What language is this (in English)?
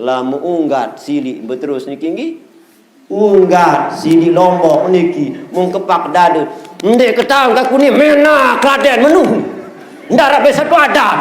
Sasak